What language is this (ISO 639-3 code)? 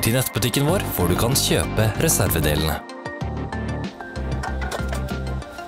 nor